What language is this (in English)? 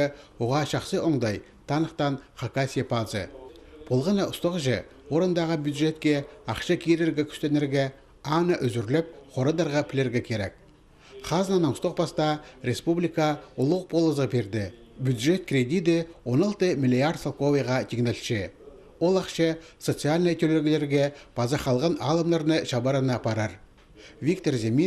Khakas